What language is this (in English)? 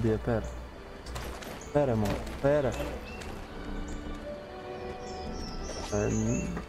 Portuguese